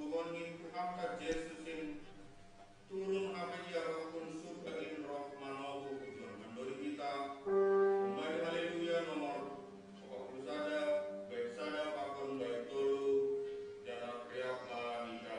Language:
Batak Simalungun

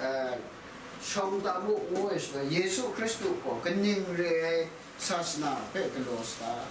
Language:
Kachin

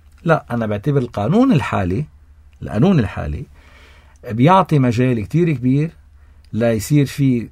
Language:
North Levantine Arabic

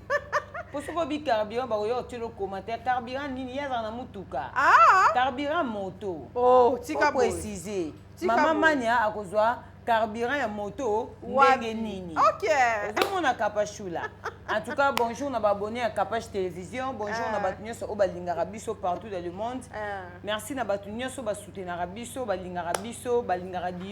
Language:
Lingala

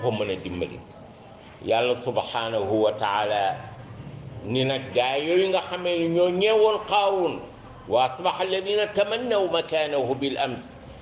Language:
Wolof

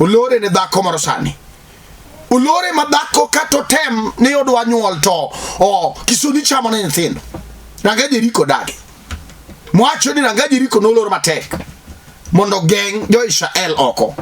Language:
Luo (Kenya and Tanzania)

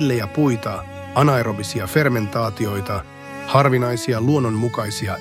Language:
Finnish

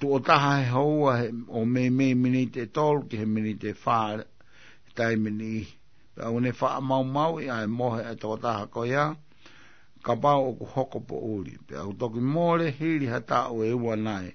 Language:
Tongan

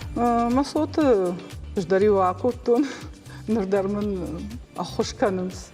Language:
Ossetic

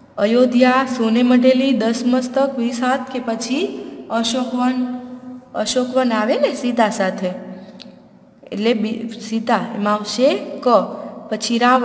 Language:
Gujarati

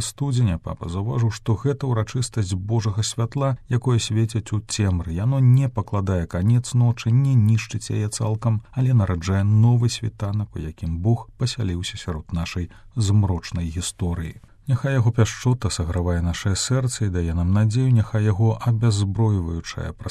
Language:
Belarusian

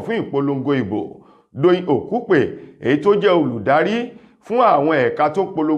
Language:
Yoruba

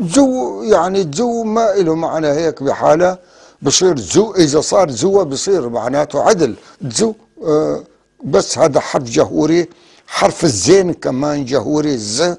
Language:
North Levantine Arabic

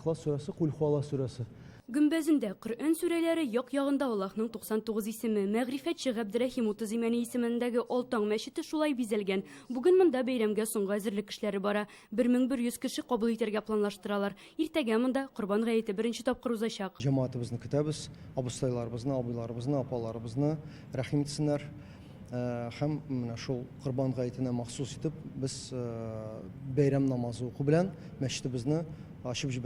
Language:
Tatar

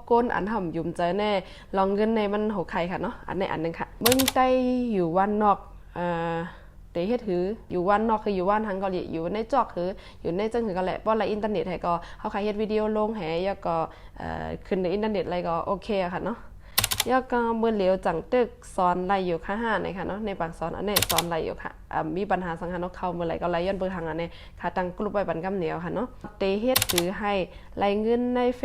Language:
Shan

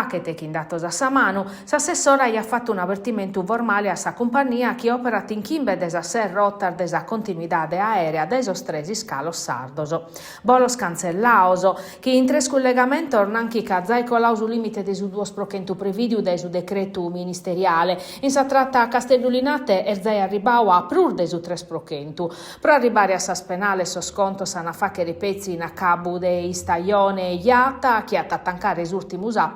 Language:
Sardinian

